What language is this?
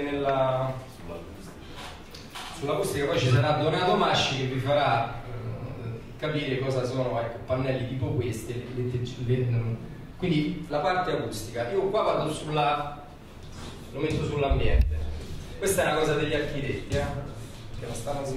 Italian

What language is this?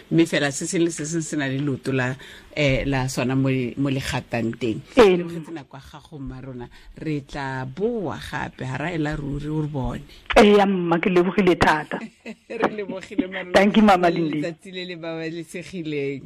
Tswana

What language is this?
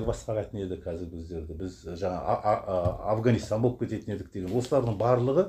Kazakh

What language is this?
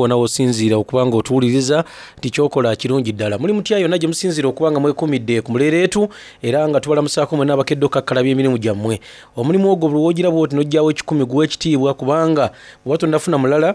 Soga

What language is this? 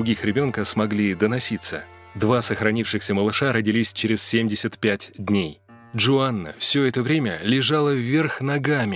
Russian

